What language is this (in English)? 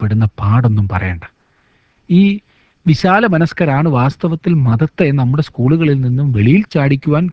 Malayalam